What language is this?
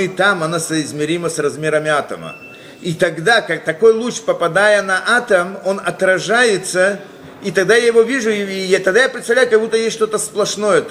Russian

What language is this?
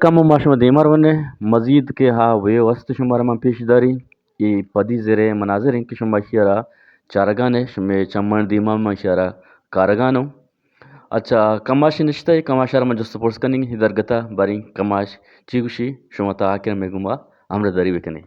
Eastern Balochi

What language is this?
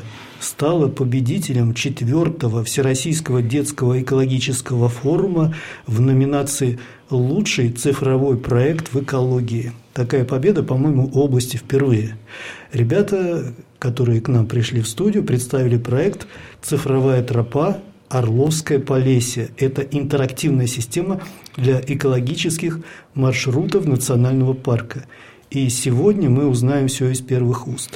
Russian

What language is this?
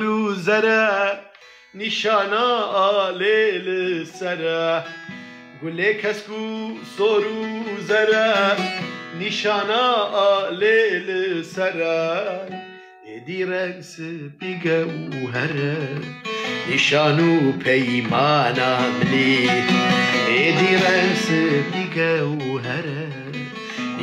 Kurdish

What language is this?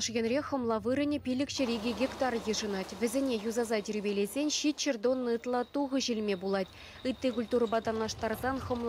Chuvash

